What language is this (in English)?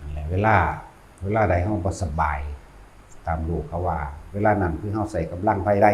Northeastern Thai